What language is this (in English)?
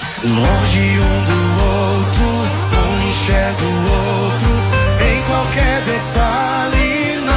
Portuguese